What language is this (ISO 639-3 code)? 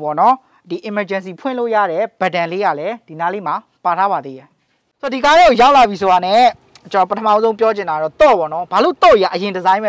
mya